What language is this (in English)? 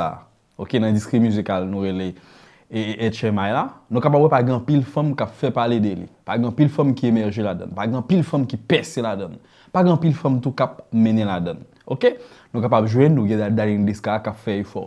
Haitian Creole